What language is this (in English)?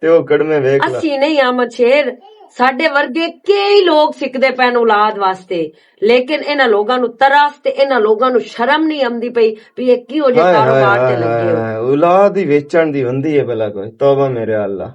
Western Panjabi